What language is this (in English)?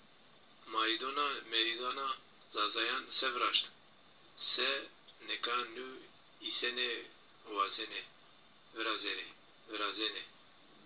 Zaza